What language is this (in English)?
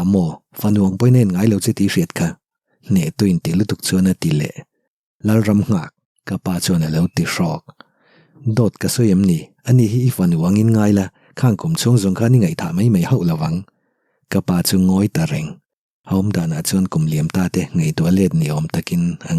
Mizo